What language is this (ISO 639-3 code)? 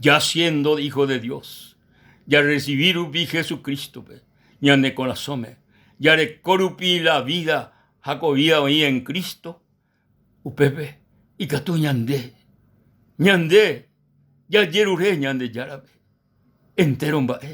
grn